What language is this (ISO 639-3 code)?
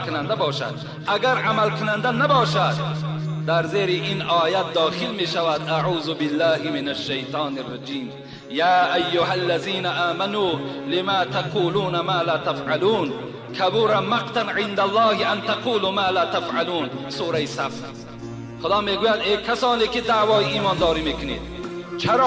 tgk